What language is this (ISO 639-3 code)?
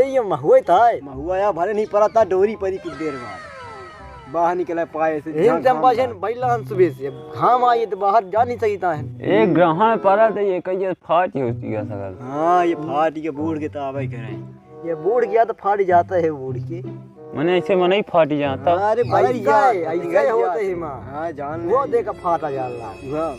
awa